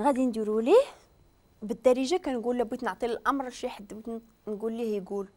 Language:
Moroccan Arabic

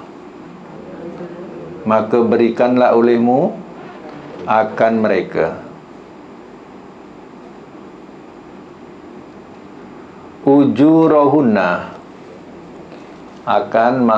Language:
Malay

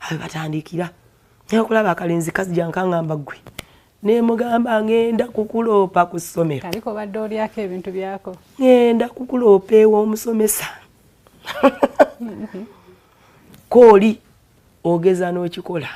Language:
Ganda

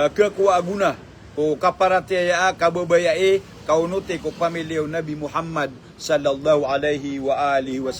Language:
Maranao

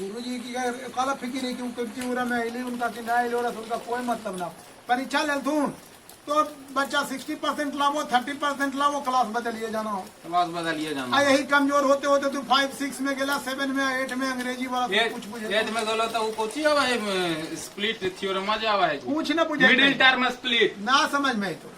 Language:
Magahi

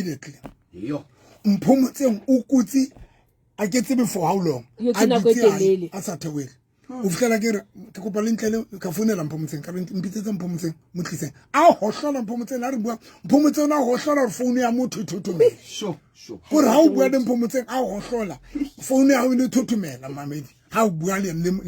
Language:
Southern Sotho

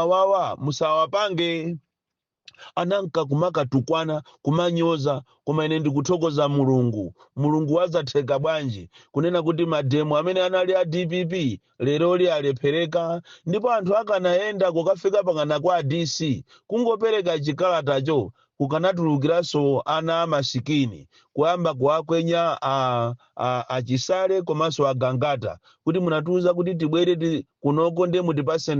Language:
Nyanja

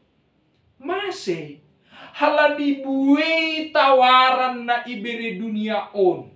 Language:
Batak Simalungun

